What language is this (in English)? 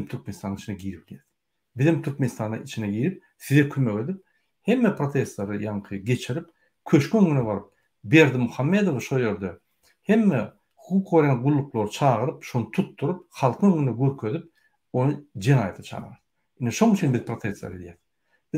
Turkmen